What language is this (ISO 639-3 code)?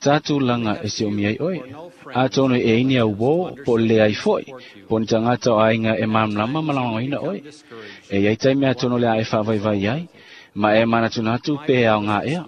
smo